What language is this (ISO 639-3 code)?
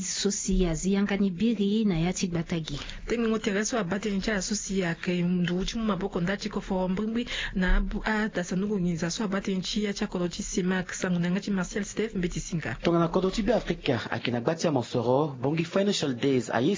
sag